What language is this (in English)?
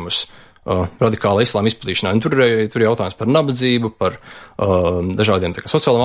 Latvian